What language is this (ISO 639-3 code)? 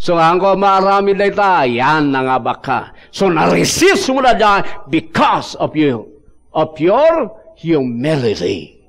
ilo